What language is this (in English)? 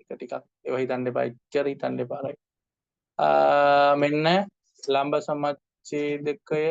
Sinhala